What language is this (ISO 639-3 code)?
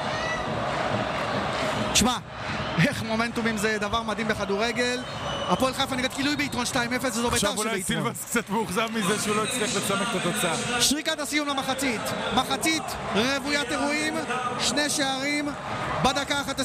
heb